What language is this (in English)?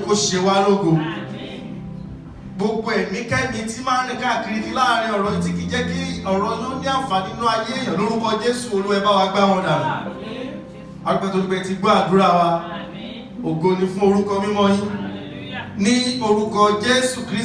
Yoruba